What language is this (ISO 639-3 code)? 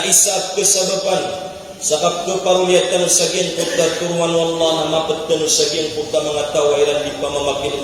mrw